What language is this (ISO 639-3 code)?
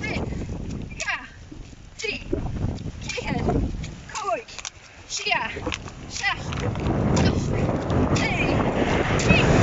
gla